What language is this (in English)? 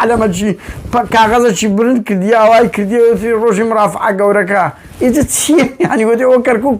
Central Kurdish